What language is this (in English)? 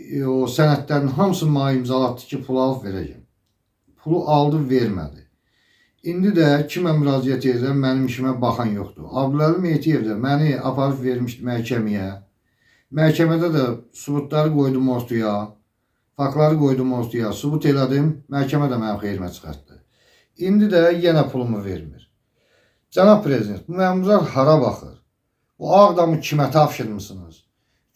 Azerbaijani